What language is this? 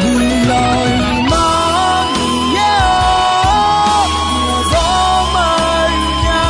Akha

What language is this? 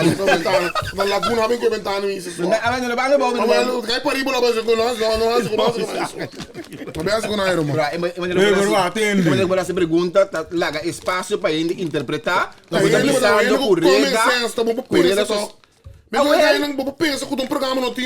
Papiamento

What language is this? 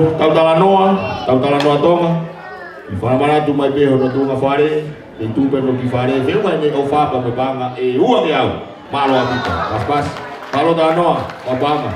Tongan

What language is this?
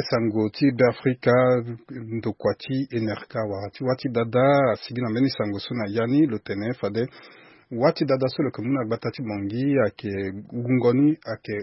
Sango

